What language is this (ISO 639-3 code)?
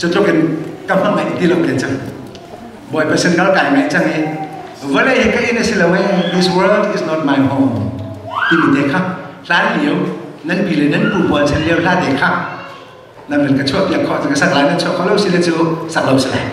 cnh